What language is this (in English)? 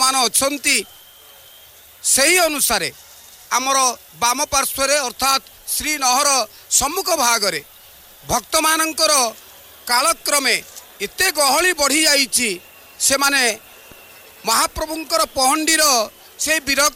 Odia